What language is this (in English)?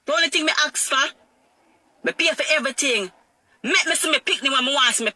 Jamaican Creole English